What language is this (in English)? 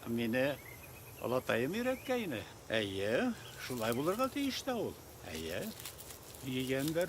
Bashkir